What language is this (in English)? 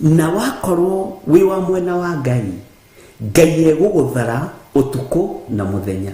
Kikuyu